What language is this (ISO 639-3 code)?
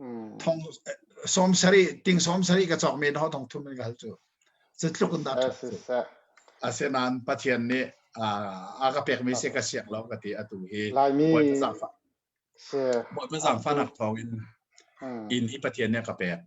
cnh